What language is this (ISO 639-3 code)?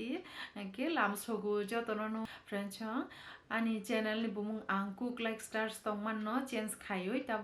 trp